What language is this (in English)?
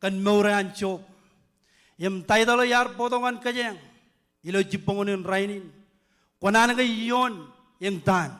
Marshallese